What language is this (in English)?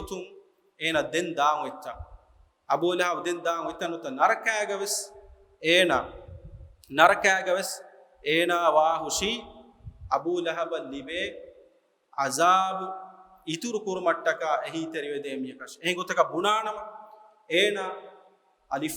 Divehi